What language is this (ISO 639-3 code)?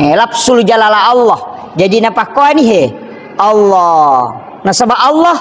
bug